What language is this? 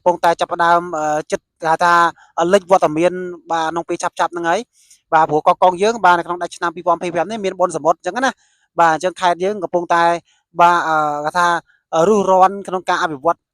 Khmer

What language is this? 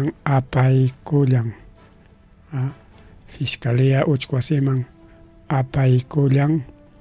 Ayacucho Quechua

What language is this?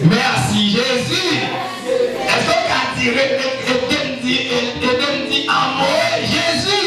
Haitian Creole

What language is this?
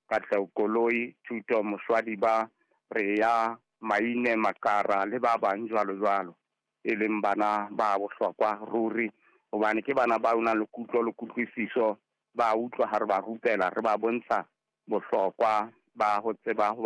Southern Sotho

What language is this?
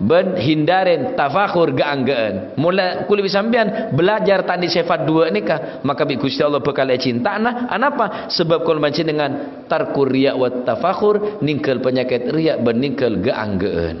Madurese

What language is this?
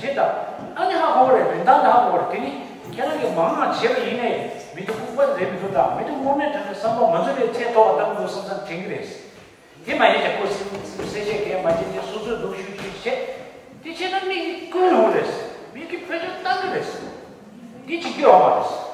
Tibetan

